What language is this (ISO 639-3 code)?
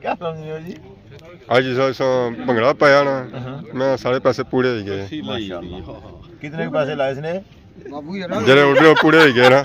phr